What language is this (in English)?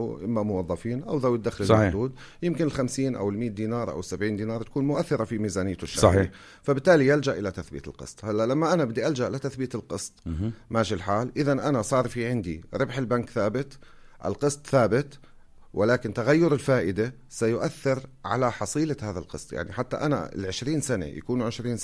North Levantine Arabic